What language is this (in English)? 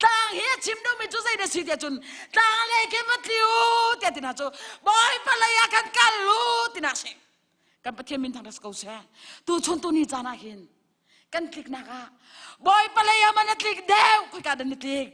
Hakha Chin